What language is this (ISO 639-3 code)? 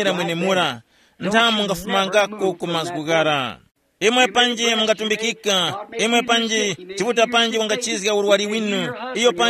tum